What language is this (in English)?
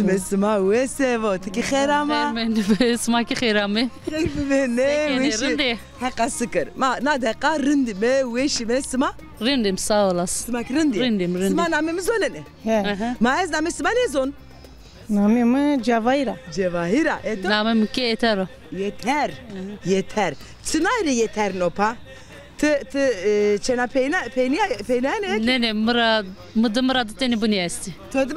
Zaza